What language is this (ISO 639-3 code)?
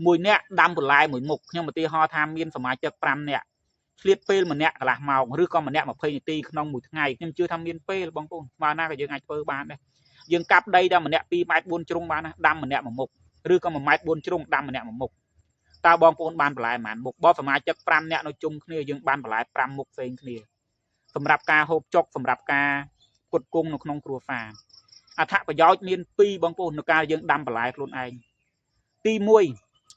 khm